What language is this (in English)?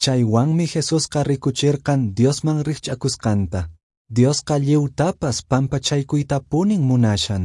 Quechua